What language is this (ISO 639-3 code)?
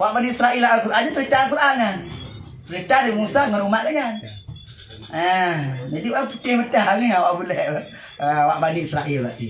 ace